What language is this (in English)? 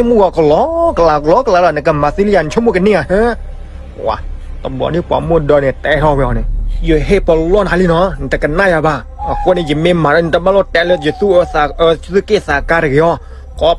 S'gaw Karen